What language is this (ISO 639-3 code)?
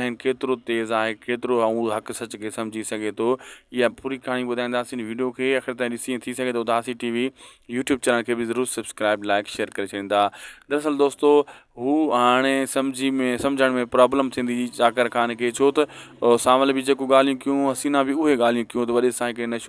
snd